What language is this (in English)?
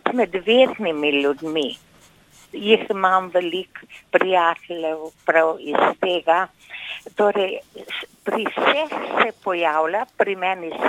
Slovenian